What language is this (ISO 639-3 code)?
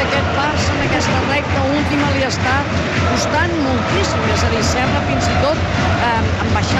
cat